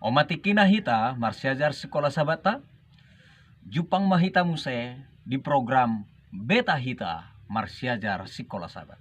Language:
Batak Toba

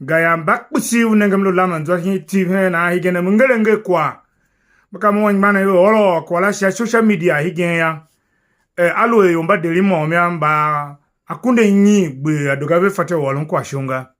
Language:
Tiv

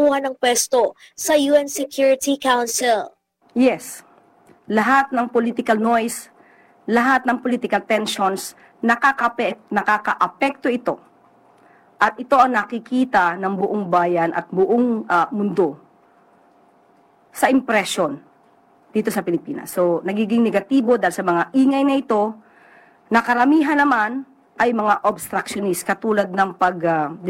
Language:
Filipino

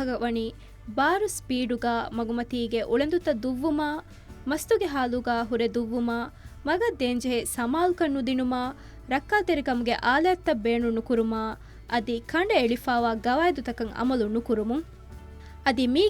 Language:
Divehi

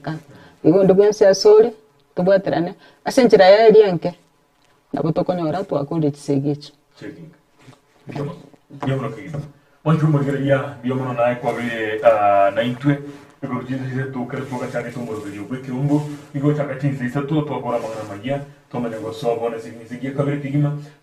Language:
Gusii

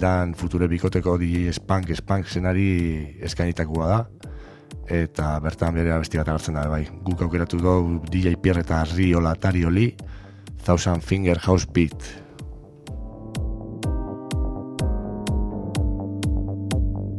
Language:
Basque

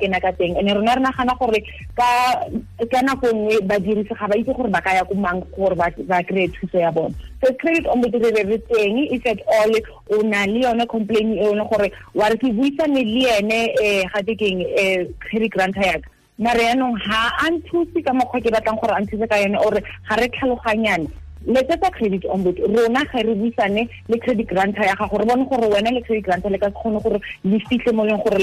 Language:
Tswana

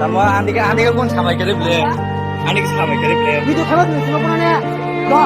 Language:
Kok Borok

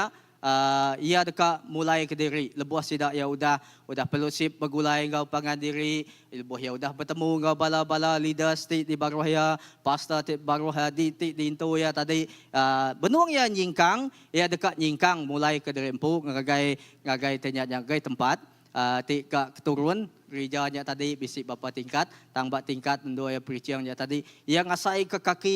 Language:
Iban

